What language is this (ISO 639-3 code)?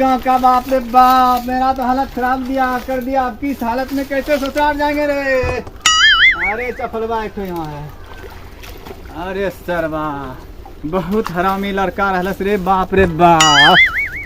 mai